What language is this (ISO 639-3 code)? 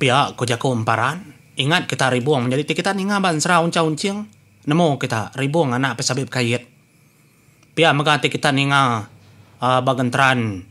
iba